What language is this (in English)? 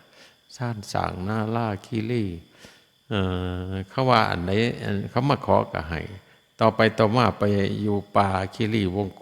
Lao